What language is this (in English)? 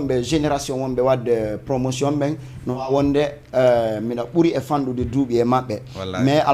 Fula